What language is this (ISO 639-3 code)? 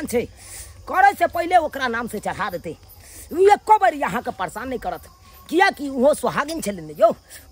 mai